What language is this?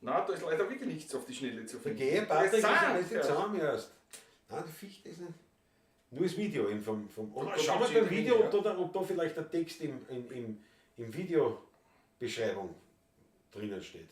Bavarian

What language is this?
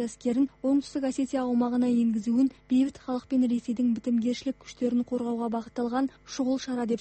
Kazakh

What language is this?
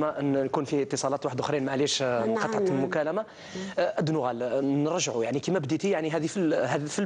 Algerian Arabic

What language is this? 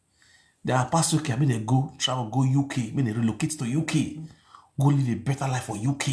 Nigerian Pidgin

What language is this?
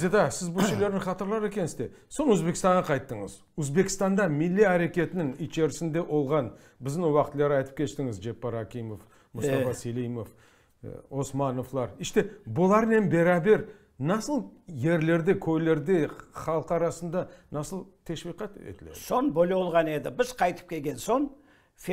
Crimean Tatar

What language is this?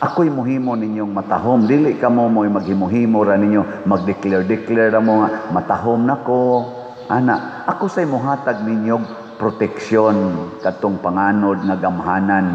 Cebuano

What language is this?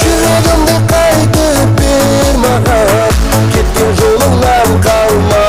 Kara-Kalpak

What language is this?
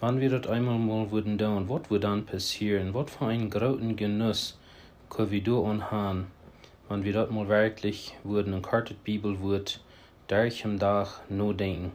Plautdietsch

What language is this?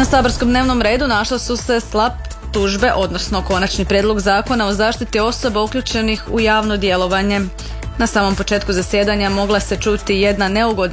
Croatian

